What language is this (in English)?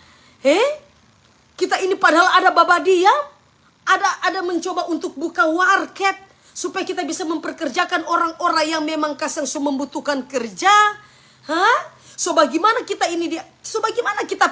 Manado Malay